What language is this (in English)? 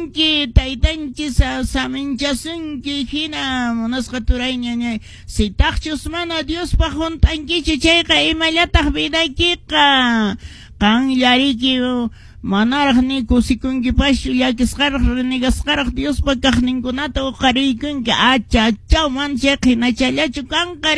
Quechua